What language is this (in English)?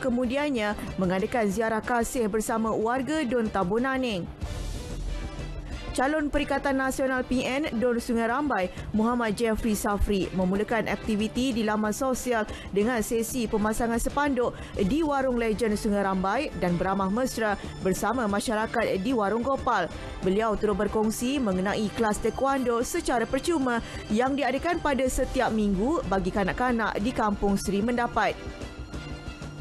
Malay